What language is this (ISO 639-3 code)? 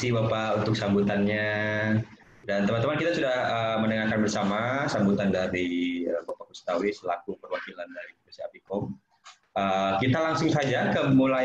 ind